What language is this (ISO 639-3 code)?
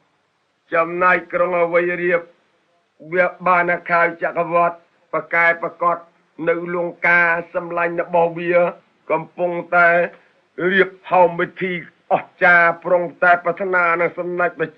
khm